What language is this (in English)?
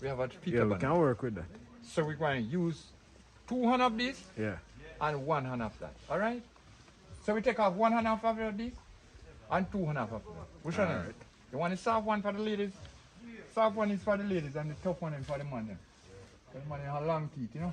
Jamaican Creole English